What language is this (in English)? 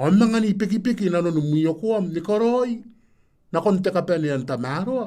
Gilbertese